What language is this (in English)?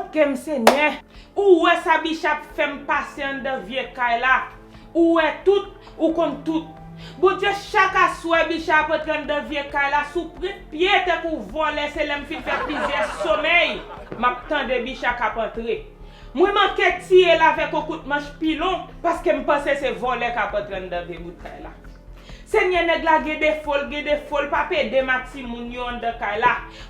Haitian Creole